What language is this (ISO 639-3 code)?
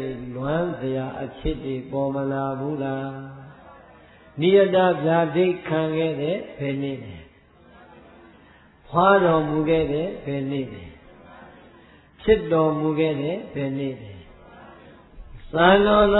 mya